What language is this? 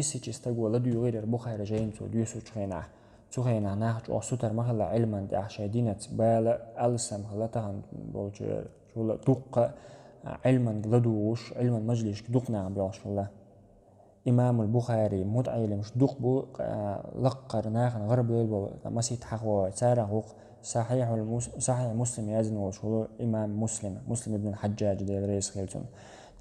Chechen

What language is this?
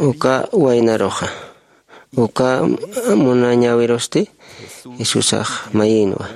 Aymara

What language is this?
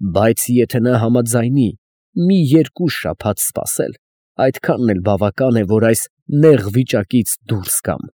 Armenian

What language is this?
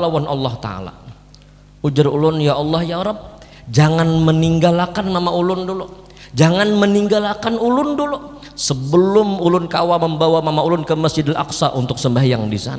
Banjar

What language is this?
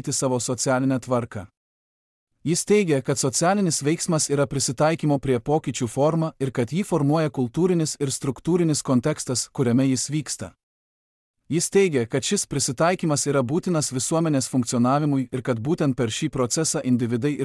Lithuanian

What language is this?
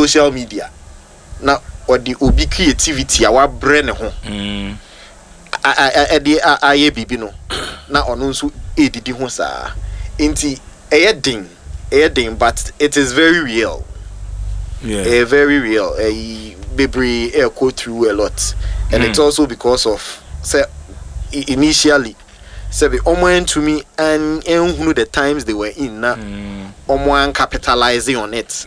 Akan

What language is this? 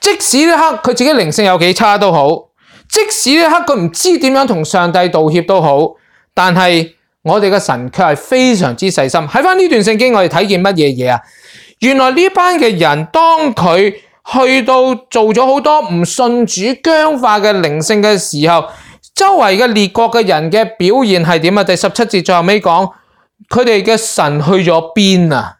Cantonese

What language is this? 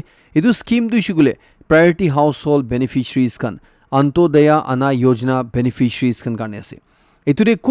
Naga Pidgin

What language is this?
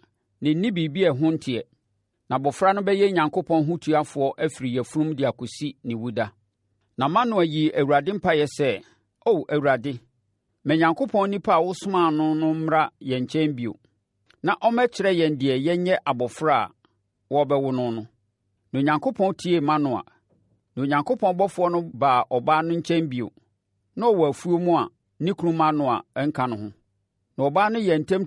Akan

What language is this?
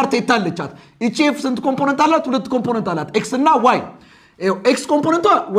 Amharic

